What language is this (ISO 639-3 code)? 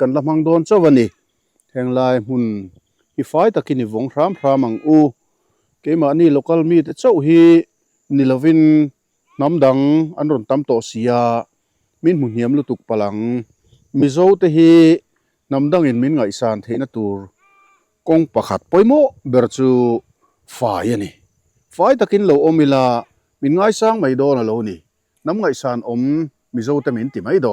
lus